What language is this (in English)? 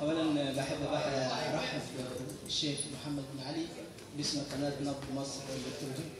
Egyptian Arabic